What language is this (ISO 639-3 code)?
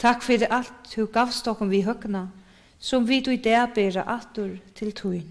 fao